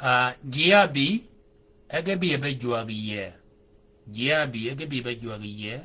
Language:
Shilluk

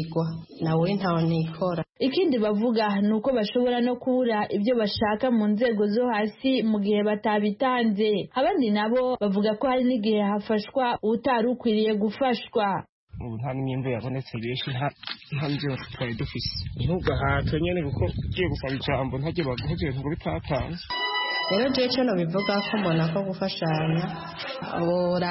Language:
Kinyarwanda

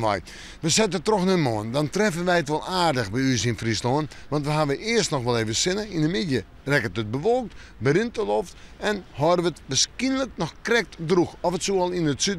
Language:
Western Frisian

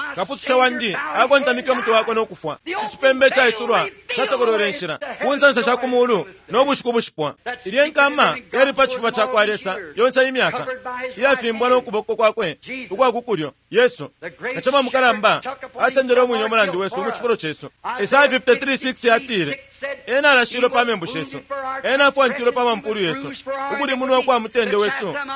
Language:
Bemba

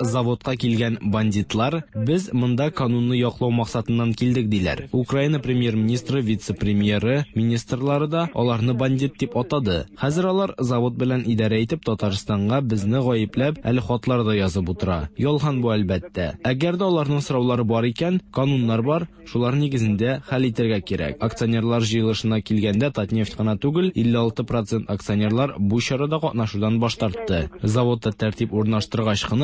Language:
Tatar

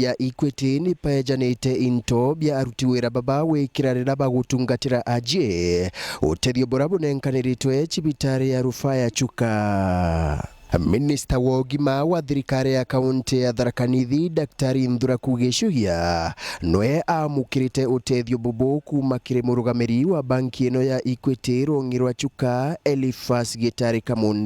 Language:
Meru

